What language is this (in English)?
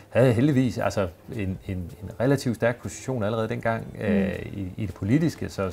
Danish